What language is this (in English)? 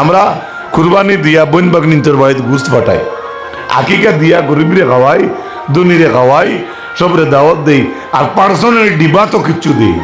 Sylheti